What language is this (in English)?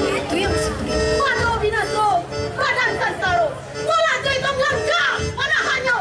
Minangkabau